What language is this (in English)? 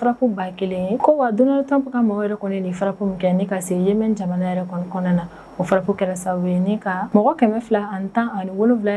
Bambara